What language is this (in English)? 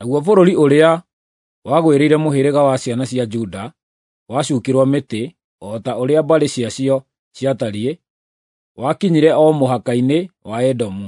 Kikuyu